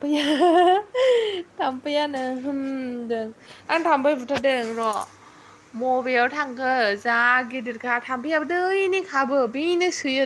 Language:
Bodo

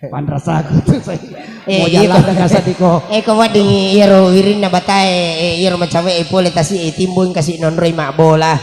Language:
Buginese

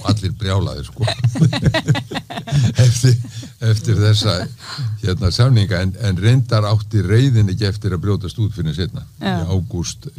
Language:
Icelandic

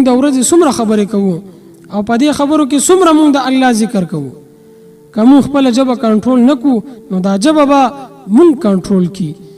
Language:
Pashto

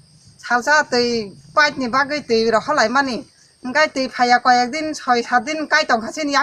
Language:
Kok Borok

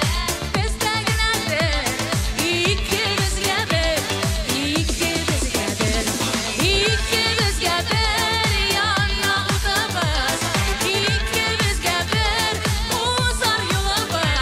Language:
Tatar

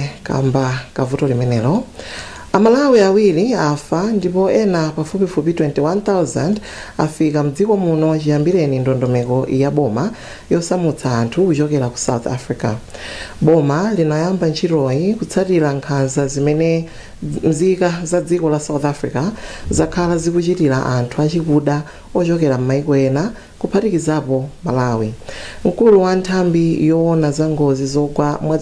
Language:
Nyanja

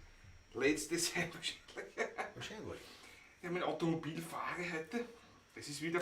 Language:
Bavarian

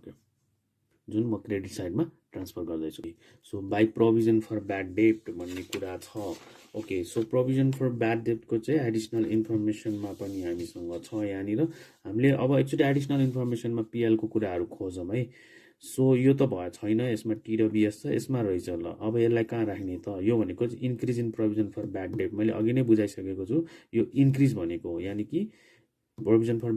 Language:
Nepali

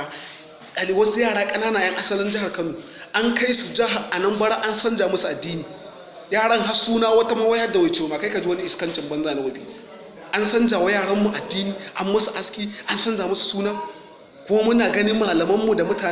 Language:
Hausa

